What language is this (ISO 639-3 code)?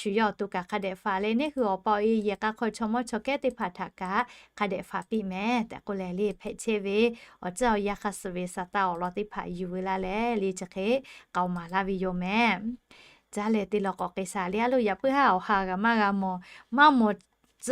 lhu